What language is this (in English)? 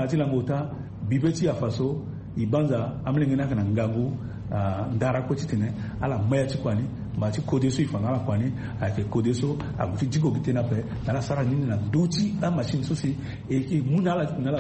Sango